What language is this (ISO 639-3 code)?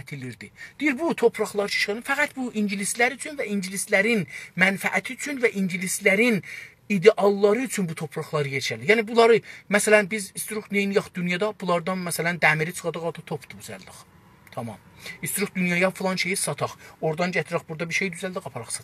azb